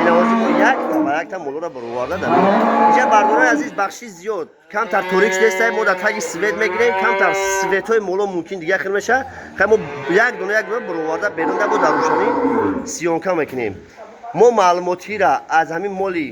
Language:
Tajik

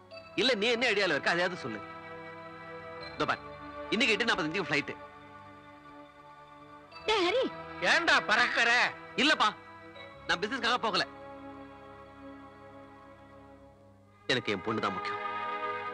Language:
Tamil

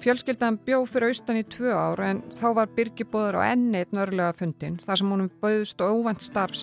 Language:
Icelandic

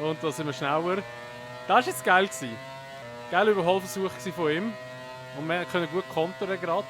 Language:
Swiss German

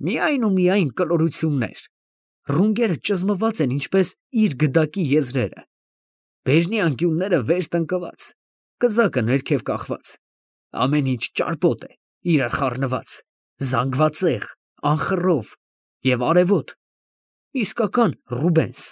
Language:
Armenian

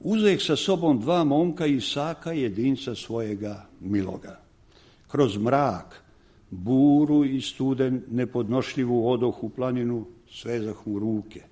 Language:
Serbian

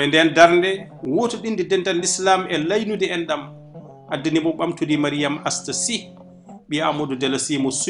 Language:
Fula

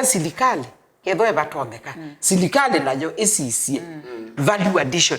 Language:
Kamba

